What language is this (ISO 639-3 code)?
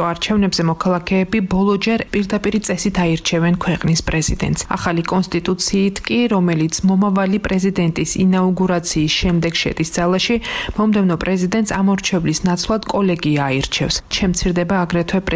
kat